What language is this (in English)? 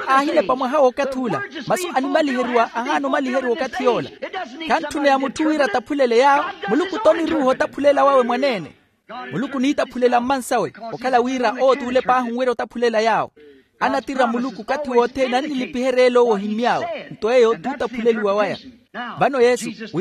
Makhuwa